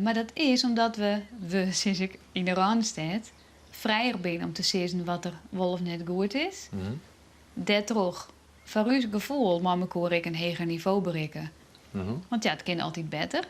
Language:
Western Frisian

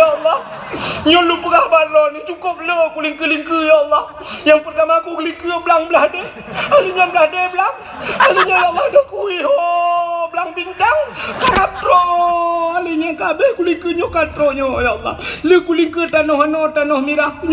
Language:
Achinese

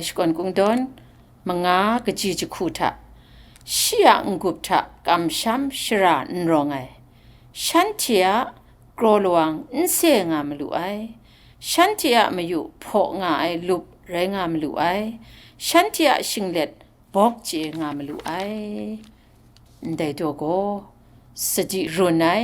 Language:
Kachin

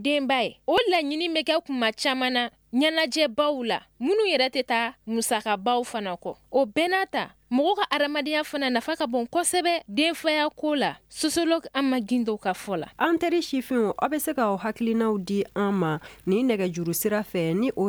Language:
Bambara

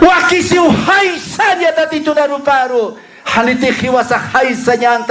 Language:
Aymara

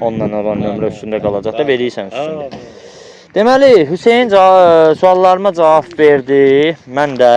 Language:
Azerbaijani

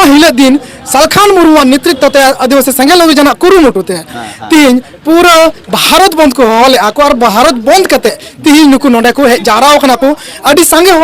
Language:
Santali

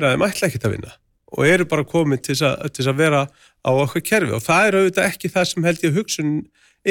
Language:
Icelandic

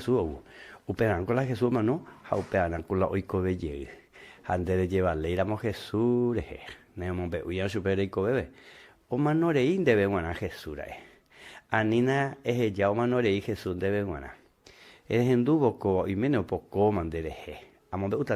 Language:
Guarani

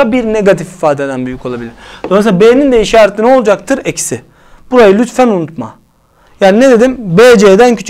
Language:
Turkish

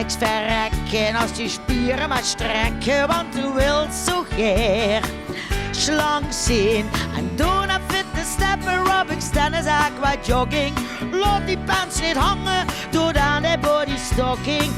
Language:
Limburgish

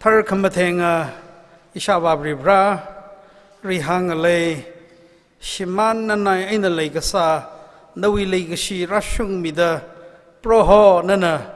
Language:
Tangkhul Naga (India)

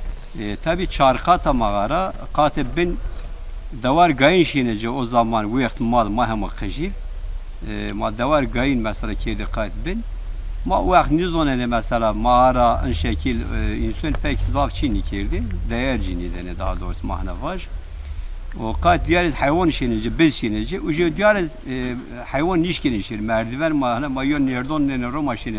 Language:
Zaza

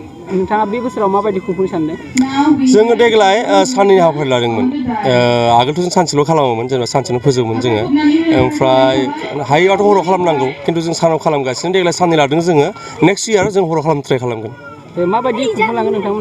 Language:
Bodo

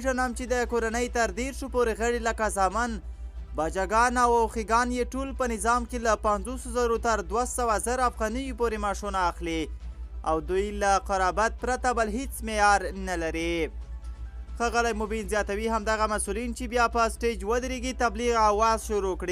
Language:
Pashto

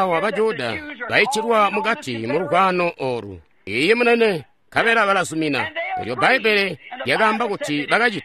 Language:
Tonga (Zambia)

